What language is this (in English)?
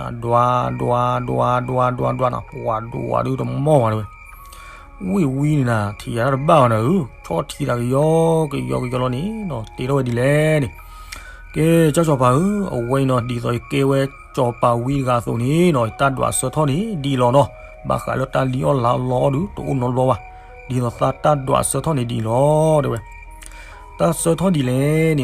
S'gaw Karen